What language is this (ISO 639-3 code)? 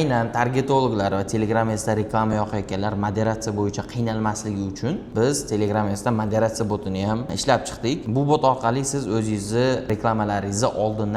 uzb